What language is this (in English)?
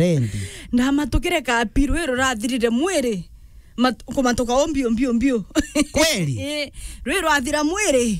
Meru